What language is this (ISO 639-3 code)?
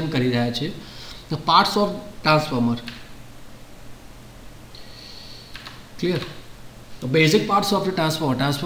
guj